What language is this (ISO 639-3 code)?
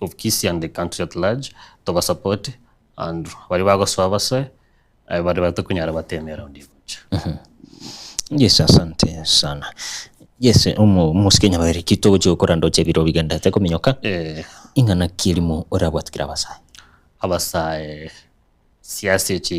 guz